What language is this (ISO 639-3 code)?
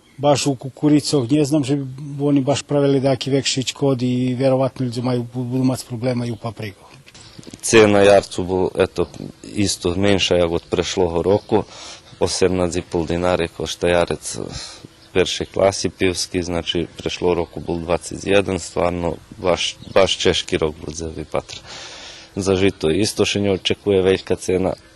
rue